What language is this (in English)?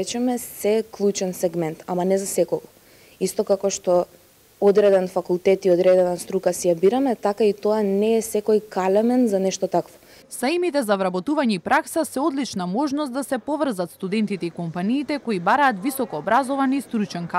Macedonian